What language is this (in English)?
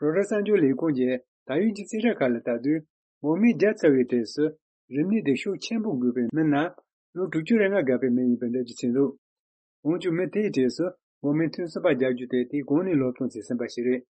Tibetan